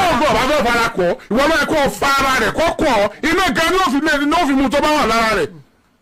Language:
Yoruba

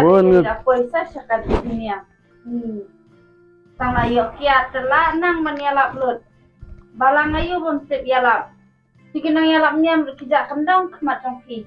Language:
Khasi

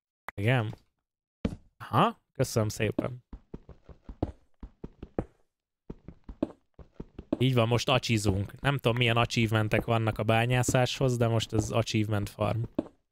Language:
Hungarian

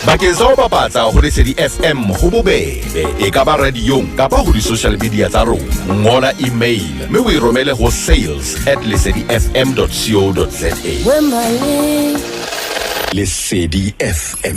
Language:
Southern Sotho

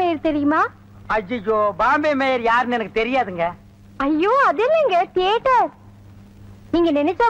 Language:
Tamil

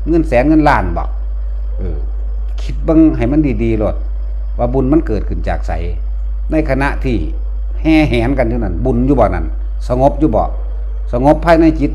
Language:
Northeastern Thai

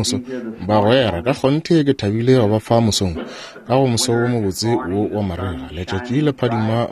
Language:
Northern Sotho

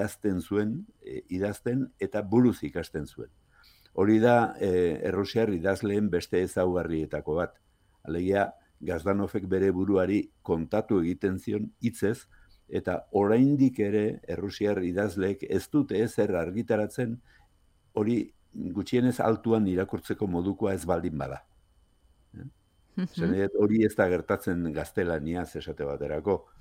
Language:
Basque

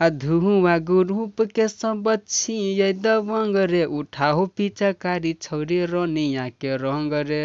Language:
Maithili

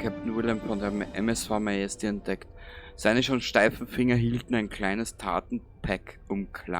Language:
Bavarian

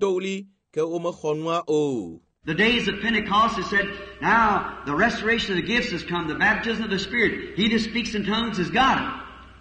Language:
Ewe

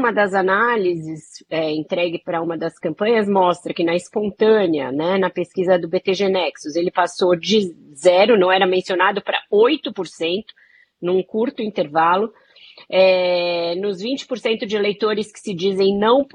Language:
Portuguese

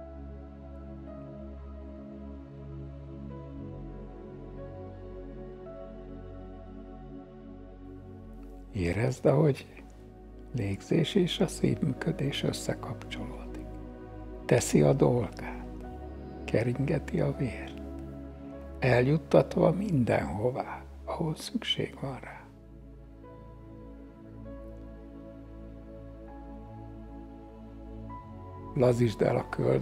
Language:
Hungarian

